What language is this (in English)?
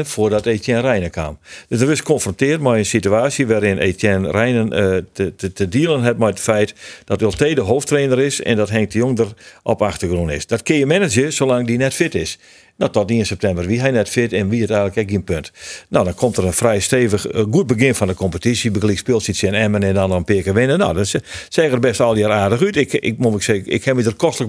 Western Frisian